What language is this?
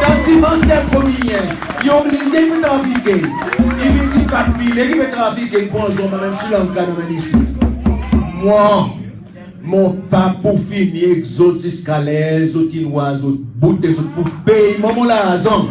Seselwa Creole French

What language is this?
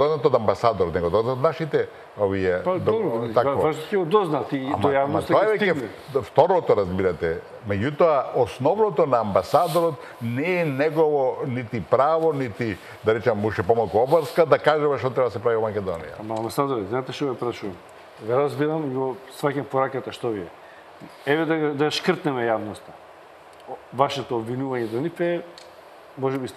Macedonian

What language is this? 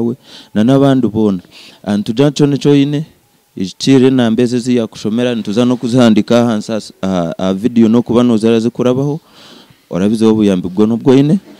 Nyankole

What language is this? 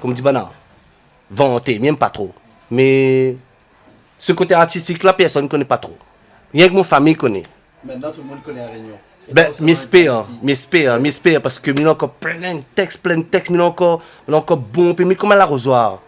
Réunion Creole French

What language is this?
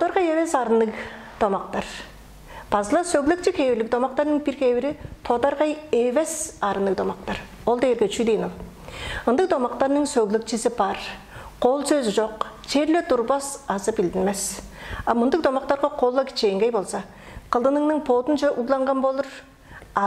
Tuvinian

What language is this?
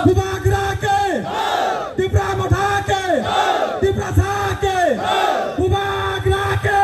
Kok Borok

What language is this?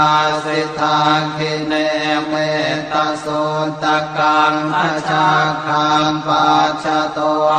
Pali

